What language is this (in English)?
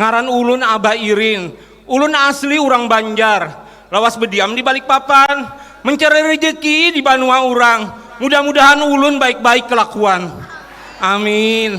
Banjar